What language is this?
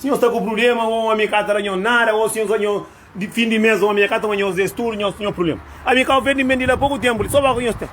Kabuverdianu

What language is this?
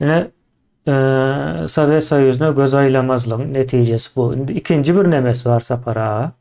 Turkmen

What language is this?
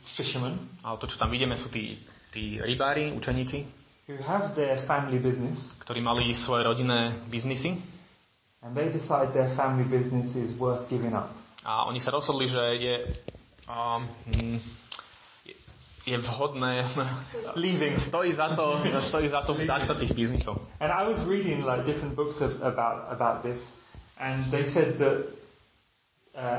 Slovak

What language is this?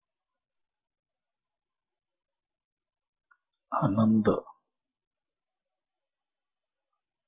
Marathi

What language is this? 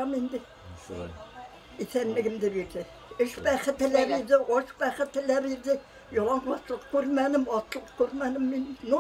Bashkir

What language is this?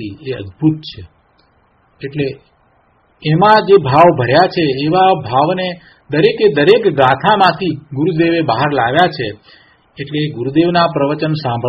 Gujarati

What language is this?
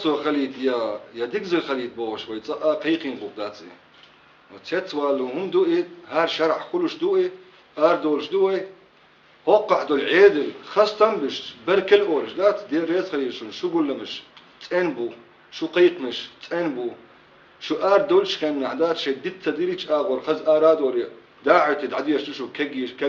Chechen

